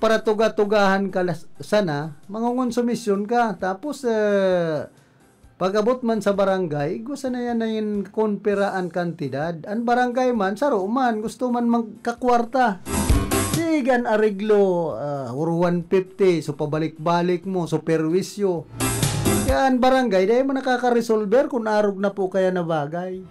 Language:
Bikol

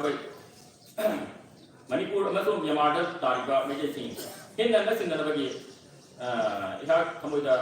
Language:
Manipuri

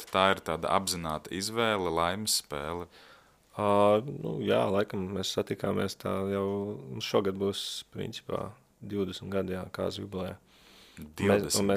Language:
Latvian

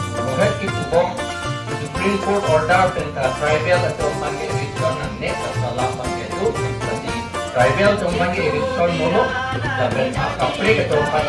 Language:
Karbi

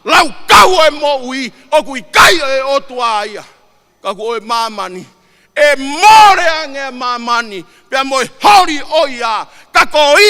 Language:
Tongan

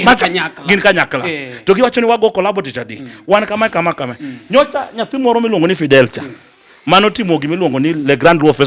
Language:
Luo (Kenya and Tanzania)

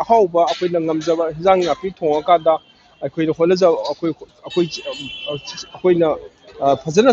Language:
Manipuri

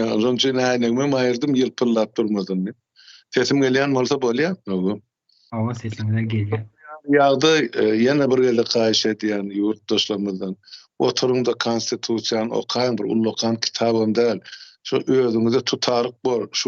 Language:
Turkmen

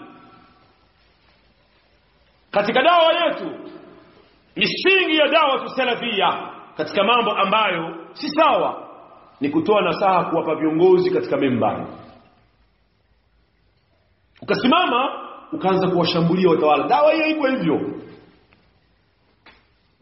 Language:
Swahili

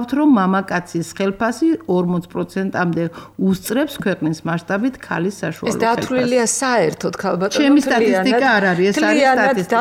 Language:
Georgian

